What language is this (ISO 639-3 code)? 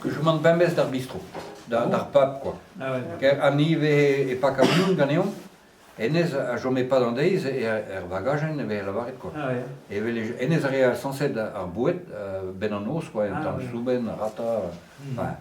bre